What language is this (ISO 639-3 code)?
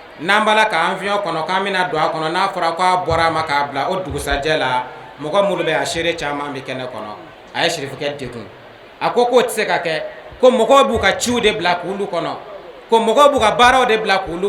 bam